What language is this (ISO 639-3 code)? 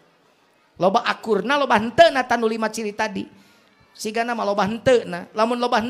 sun